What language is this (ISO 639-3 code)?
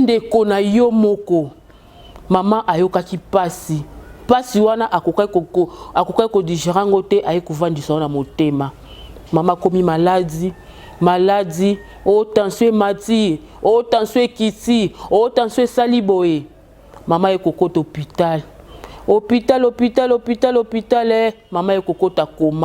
lin